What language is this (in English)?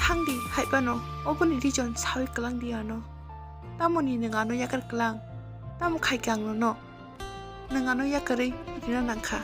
Kok Borok